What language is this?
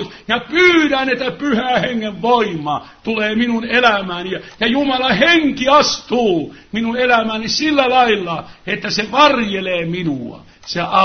Finnish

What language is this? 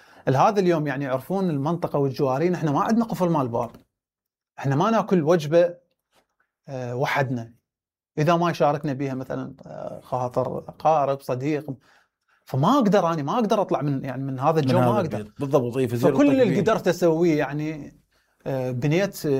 Mesopotamian Arabic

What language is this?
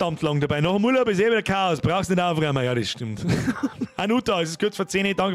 Bavarian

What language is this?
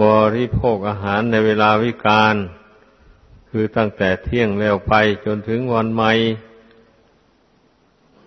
Thai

